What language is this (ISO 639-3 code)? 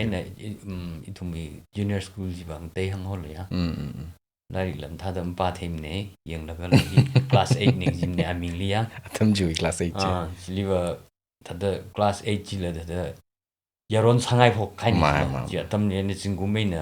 nmf